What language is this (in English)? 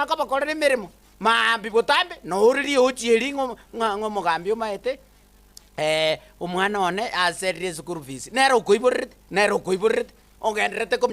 Gusii